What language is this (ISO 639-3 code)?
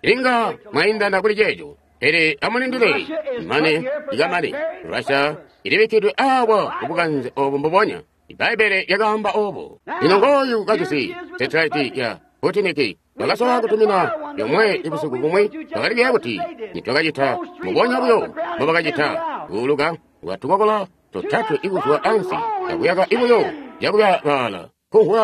toi